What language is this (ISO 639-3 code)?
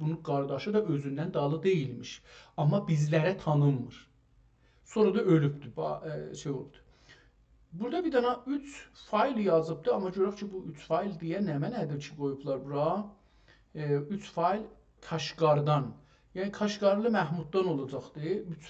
azb